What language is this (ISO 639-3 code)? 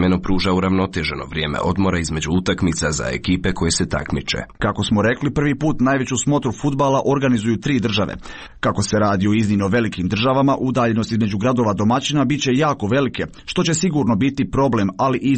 bos